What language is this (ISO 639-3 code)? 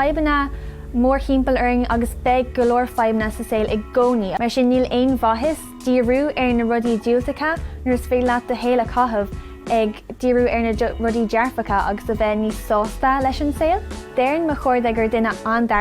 gle